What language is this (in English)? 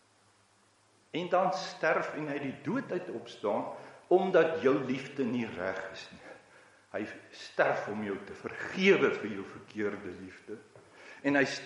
Afrikaans